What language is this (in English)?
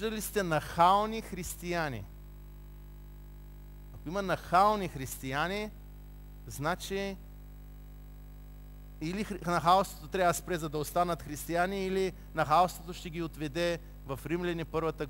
Bulgarian